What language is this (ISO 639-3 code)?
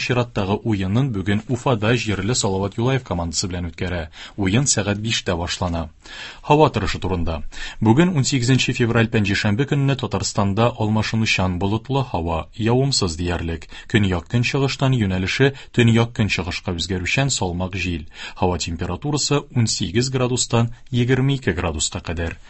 tat